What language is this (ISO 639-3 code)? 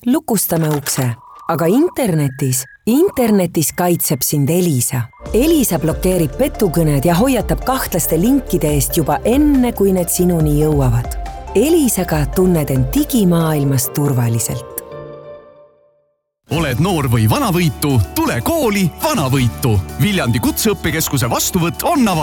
est